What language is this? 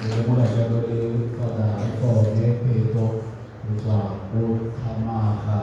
Tswana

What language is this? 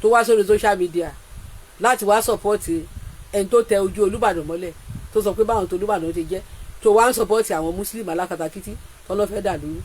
Yoruba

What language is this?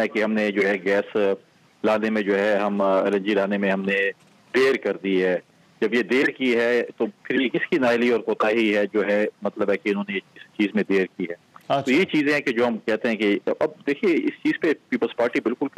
Urdu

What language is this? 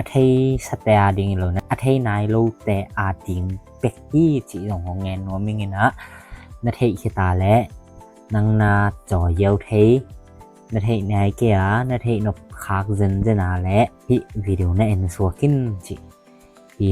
Tedim Chin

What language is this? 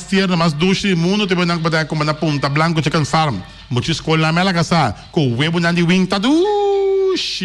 Papiamento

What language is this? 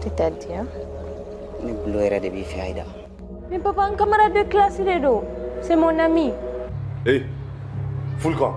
Bambara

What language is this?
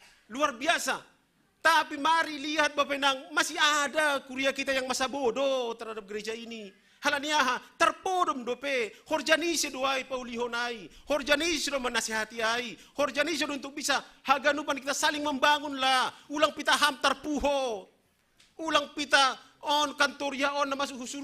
Batak Simalungun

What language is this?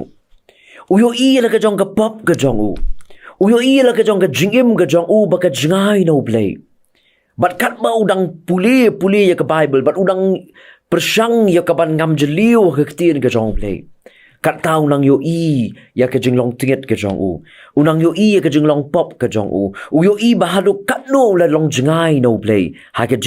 Khasi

